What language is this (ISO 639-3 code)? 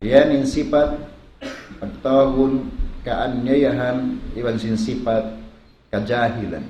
tsg